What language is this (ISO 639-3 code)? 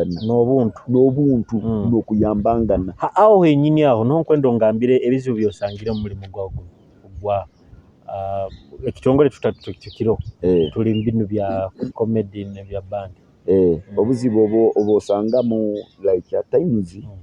nyo